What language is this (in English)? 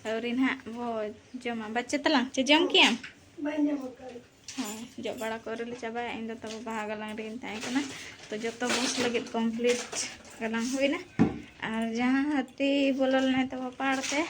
Santali